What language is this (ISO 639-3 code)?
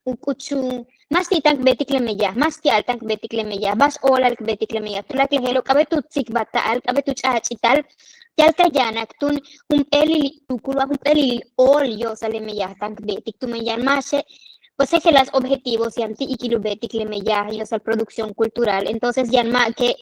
yua